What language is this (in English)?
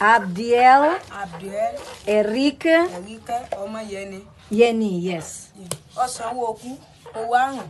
Yoruba